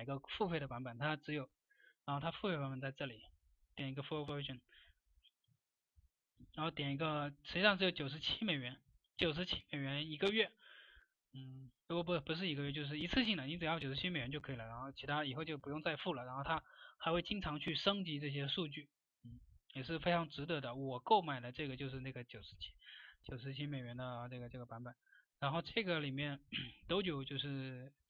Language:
Chinese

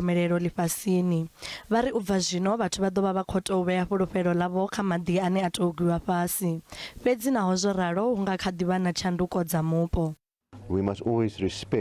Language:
Venda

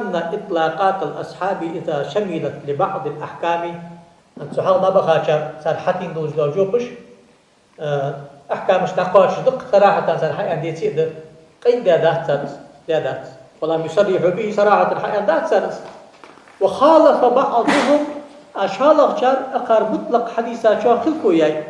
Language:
Ingush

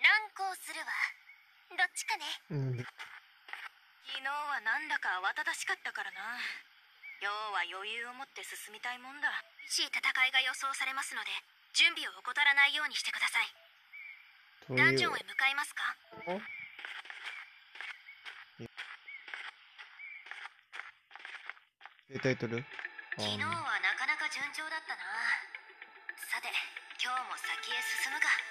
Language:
Japanese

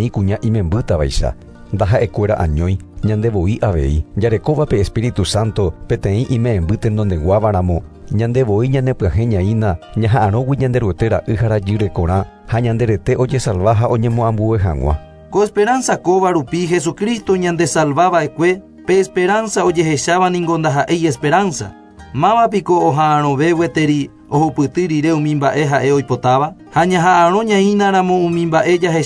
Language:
Guarani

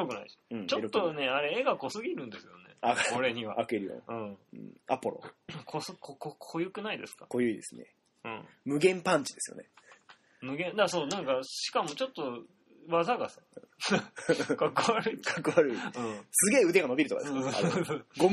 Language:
Japanese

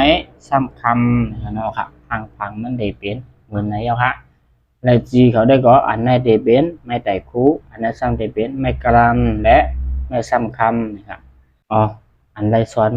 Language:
Shan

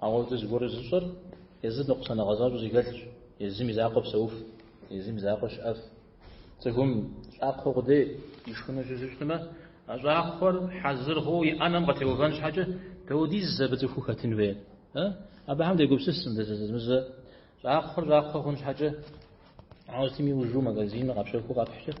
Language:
Kabardian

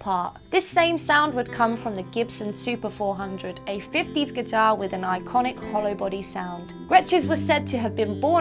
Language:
English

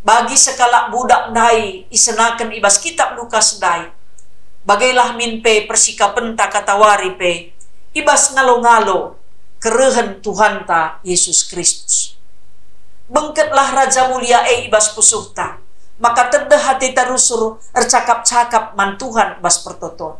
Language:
Batak Karo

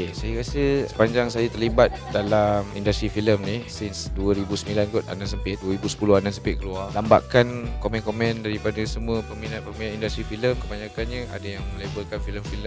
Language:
Malay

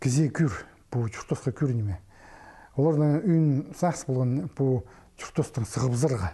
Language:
Khakas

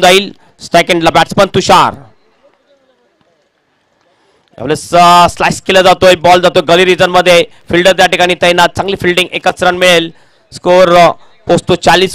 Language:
Marathi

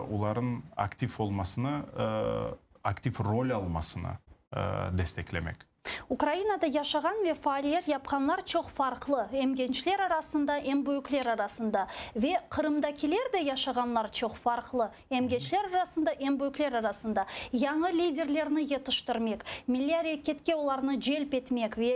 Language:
Crimean Tatar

